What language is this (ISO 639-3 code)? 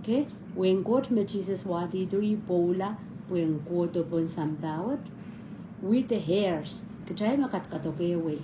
pon